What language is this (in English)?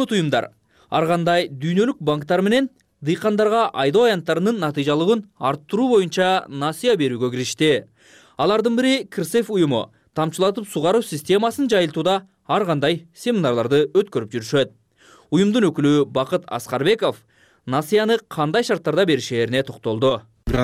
Kyrgyz